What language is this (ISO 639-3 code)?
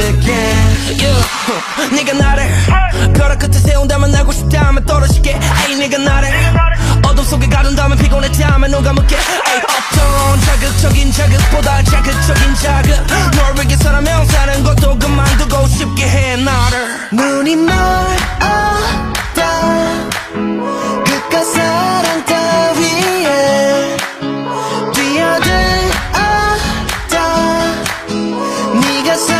kor